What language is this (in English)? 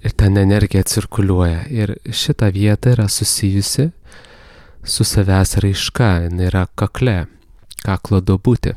Lithuanian